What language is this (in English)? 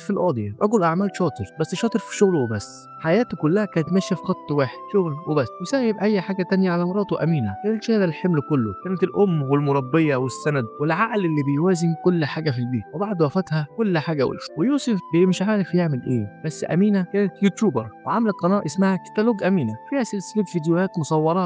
Egyptian Arabic